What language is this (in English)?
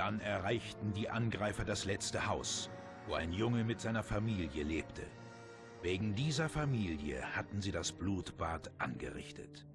Swiss German